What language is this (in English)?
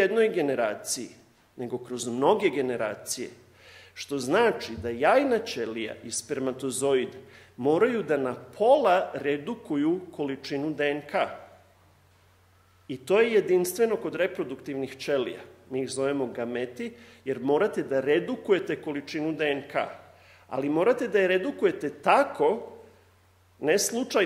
Serbian